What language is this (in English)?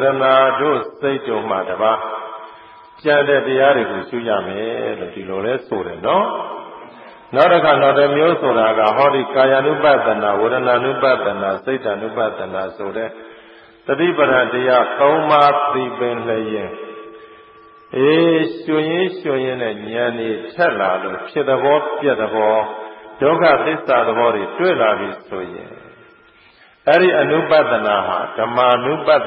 Burmese